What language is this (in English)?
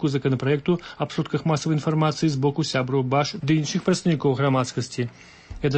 Belarusian